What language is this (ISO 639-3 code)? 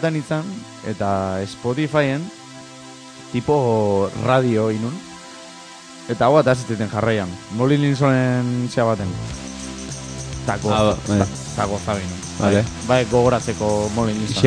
eus